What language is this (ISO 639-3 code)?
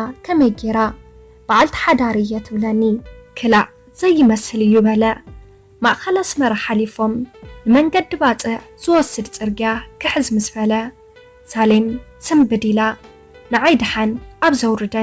tir